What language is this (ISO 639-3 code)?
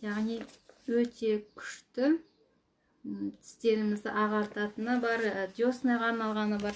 kaz